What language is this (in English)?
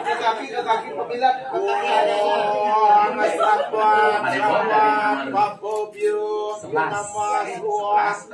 Balinese